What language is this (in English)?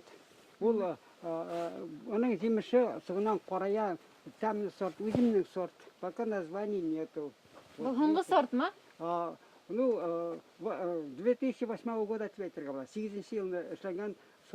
Bashkir